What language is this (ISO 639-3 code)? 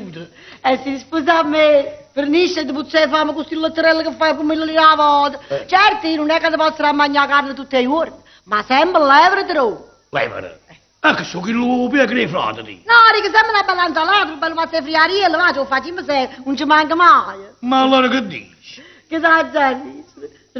nap